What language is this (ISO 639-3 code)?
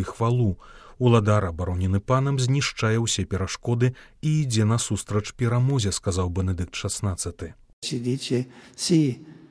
bel